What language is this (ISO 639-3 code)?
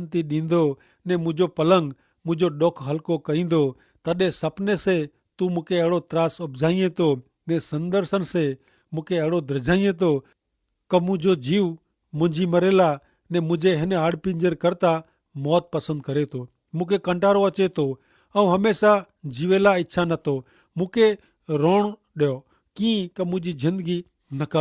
kfr